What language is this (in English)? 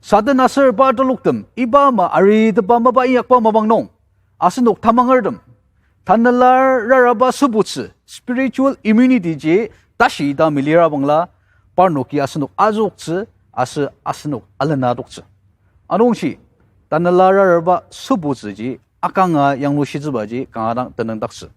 Ao Naga